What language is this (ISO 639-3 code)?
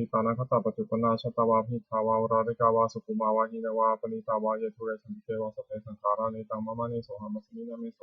pli